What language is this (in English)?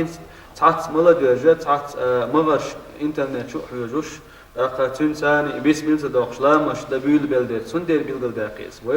Chechen